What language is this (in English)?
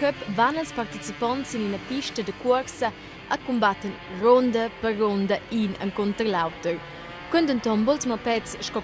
Romansh